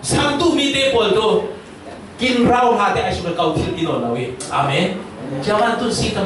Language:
Falam Chin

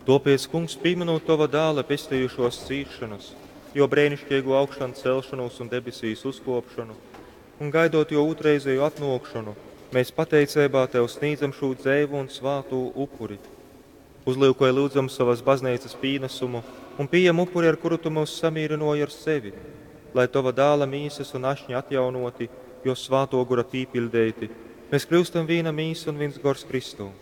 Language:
Latgalian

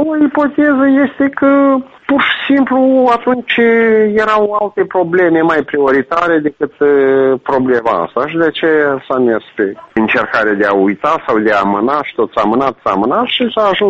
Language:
Romanian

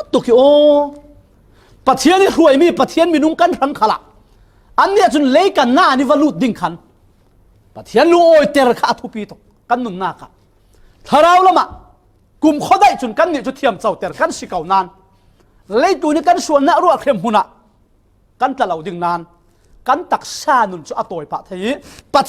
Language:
Falam Chin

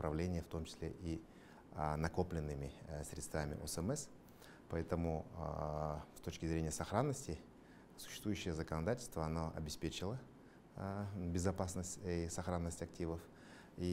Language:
Russian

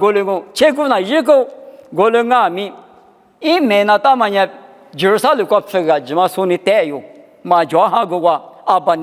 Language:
Lisu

